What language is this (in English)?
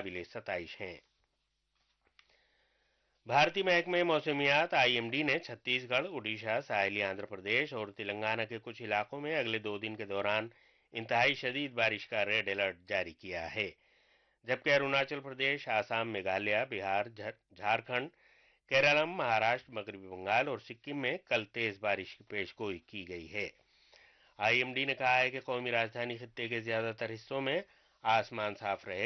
Urdu